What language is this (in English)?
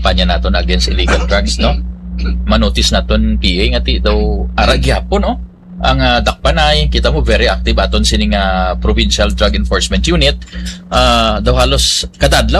Hiligaynon